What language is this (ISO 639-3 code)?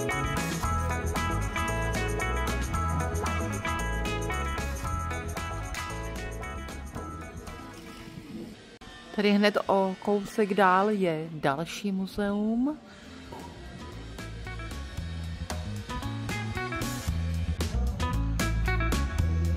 ces